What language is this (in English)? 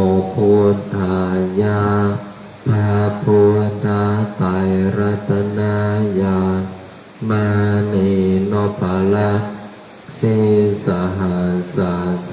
Pali